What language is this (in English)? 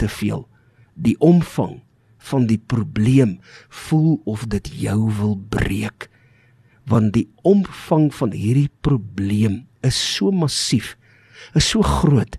Afrikaans